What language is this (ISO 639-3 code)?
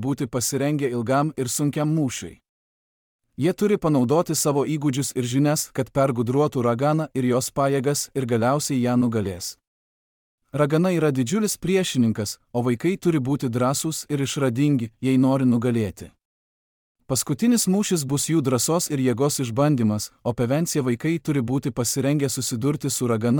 lit